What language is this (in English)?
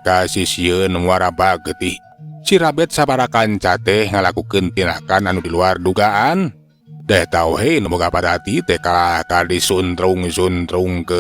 Sundanese